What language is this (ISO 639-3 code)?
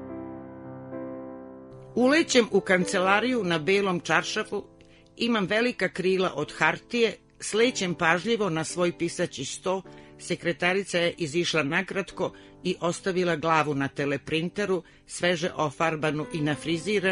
srp